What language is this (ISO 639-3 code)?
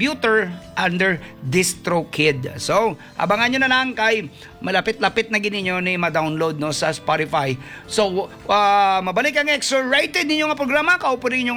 hil